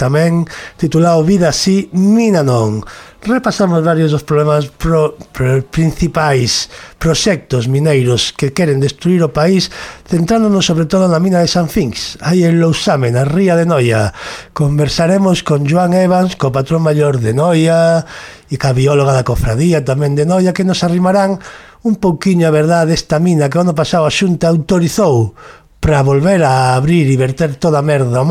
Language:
Galician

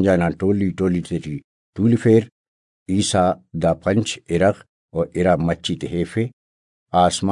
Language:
Brahui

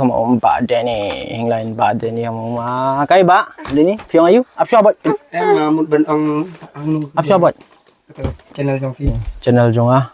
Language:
Hmar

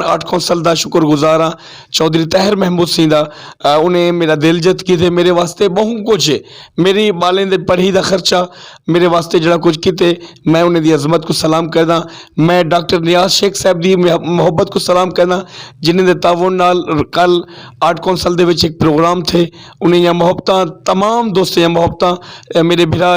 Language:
Saraiki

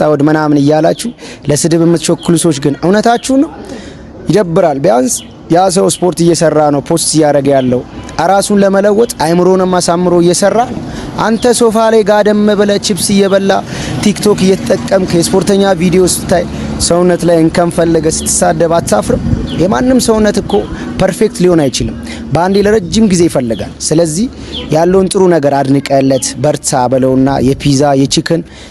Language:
Amharic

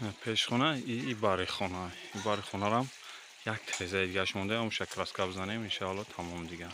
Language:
Tajik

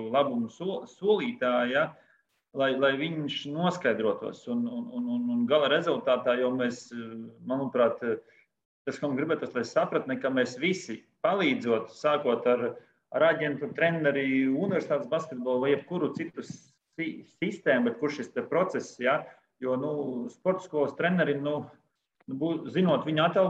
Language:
Latvian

